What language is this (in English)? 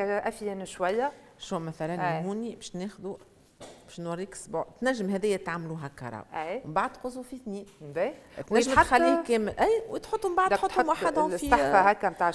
Tunisian Arabic